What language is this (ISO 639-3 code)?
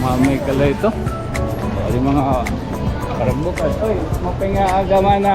war